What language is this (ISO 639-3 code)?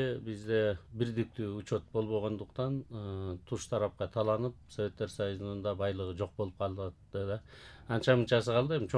kir